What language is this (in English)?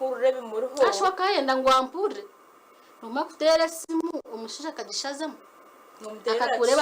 Nyankole